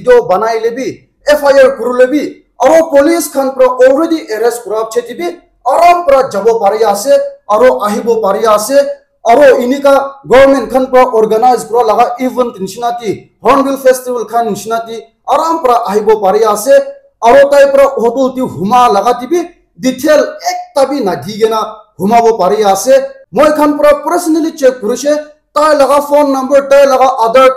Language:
Naga Pidgin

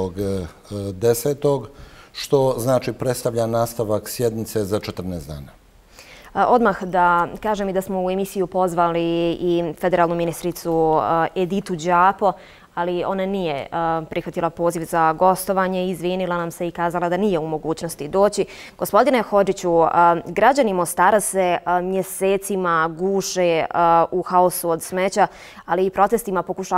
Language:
Bosnian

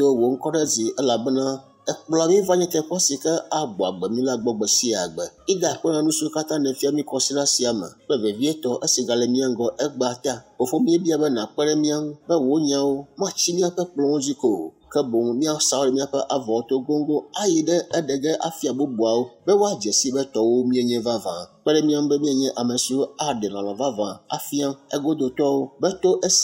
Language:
Ewe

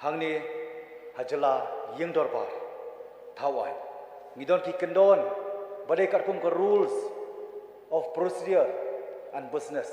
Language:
Khasi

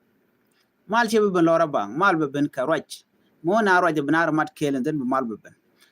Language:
Nuer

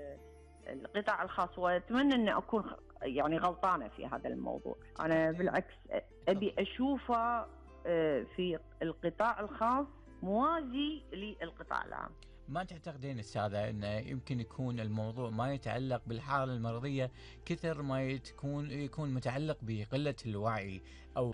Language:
Gulf Arabic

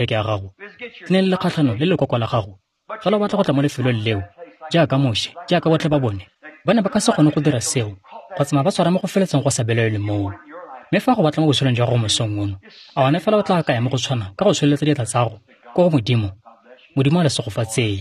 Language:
Tswana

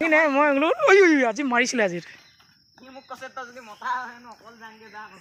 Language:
Assamese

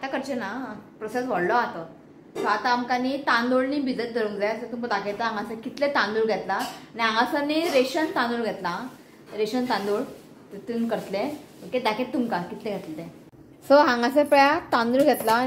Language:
Konkani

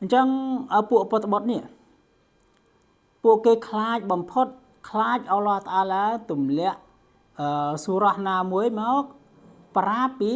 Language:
Khmer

